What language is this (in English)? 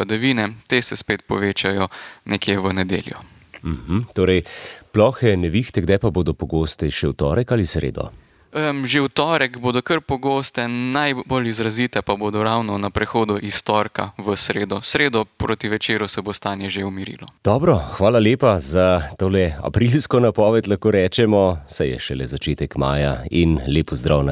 Slovenian